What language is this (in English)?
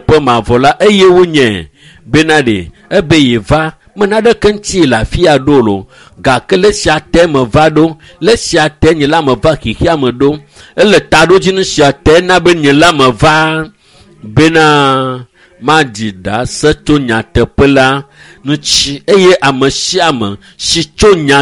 Ewe